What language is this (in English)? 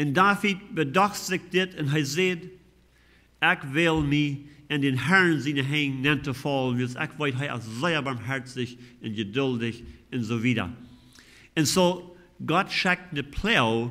Plautdietsch